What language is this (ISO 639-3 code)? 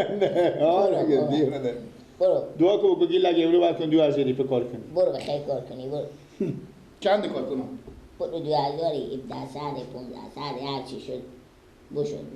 fas